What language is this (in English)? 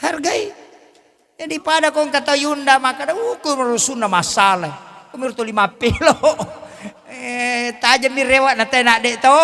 Buginese